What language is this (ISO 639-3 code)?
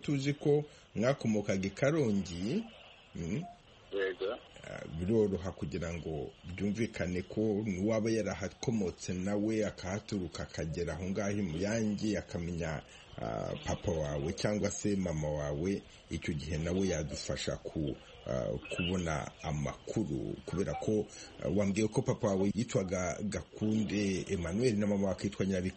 kin